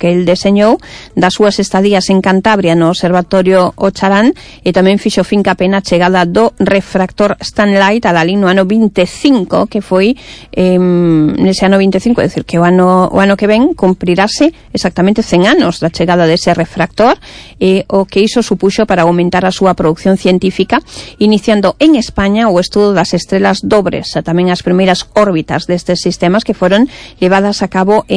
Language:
Galician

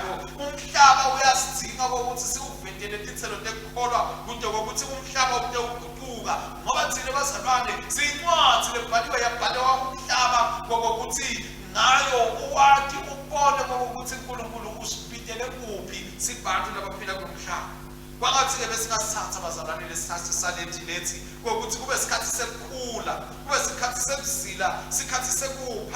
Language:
Swati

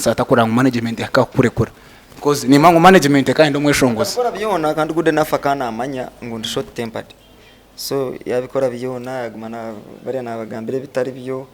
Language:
Nyankole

